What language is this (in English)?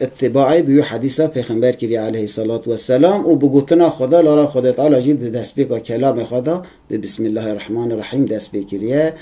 Kurdish